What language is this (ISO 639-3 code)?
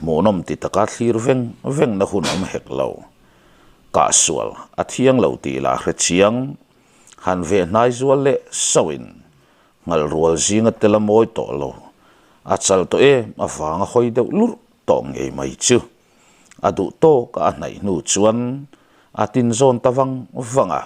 lus